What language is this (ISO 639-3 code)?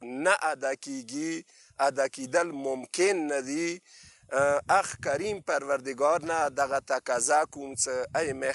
pus